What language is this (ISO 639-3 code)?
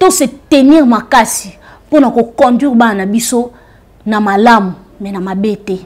lin